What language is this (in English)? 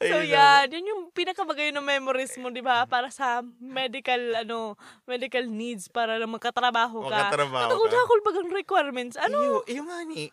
Bikol